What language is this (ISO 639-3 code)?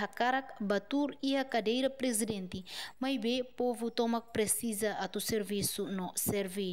tet